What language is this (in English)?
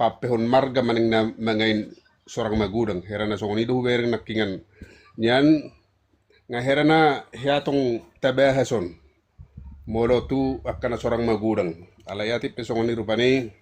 Batak Toba